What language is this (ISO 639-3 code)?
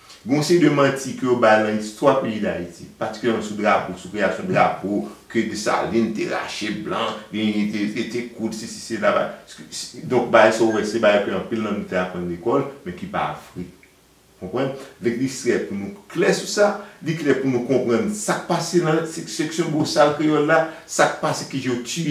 hat